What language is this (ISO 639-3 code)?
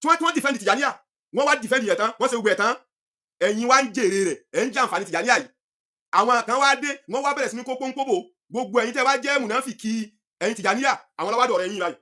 yor